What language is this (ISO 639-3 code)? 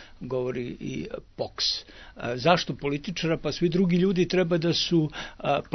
srp